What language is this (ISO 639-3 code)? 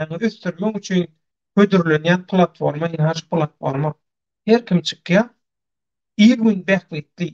tuk